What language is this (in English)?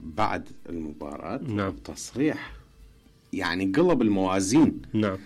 Mesopotamian Arabic